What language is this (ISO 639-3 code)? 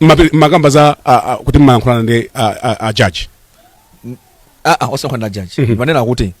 nya